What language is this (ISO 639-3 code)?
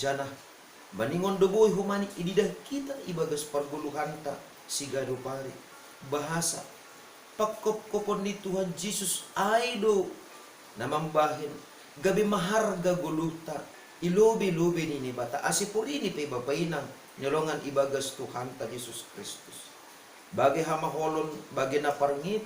bts